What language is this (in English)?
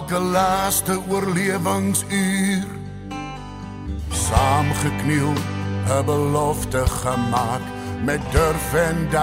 Afrikaans